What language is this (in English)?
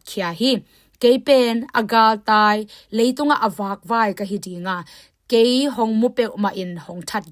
Tedim Chin